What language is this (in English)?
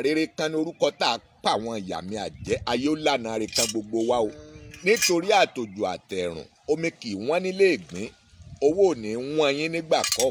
Yoruba